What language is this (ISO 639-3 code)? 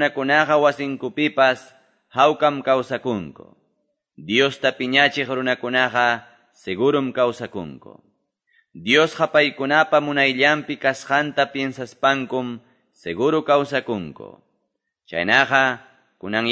que